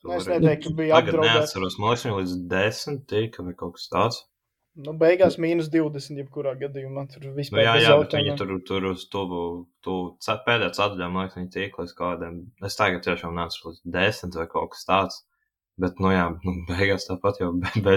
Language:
Latvian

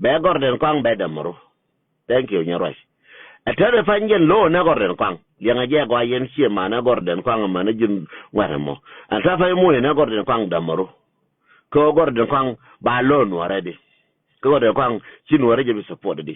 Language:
Nuer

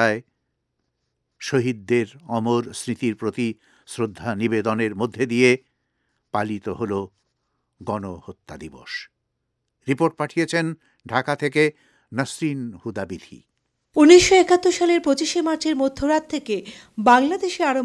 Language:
Bangla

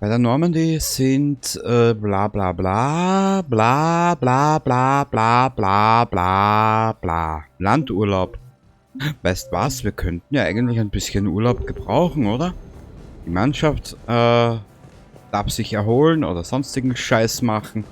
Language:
Bavarian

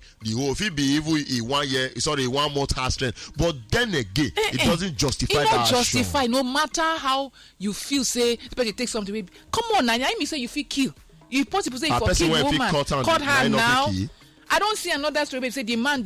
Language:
Nigerian Pidgin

